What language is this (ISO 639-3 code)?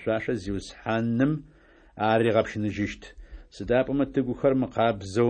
ady